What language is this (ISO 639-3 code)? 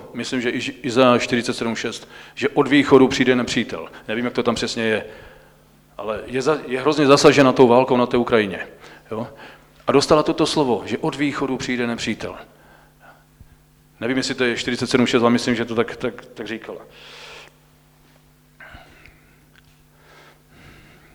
ces